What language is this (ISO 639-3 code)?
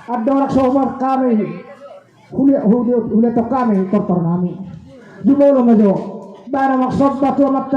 bbc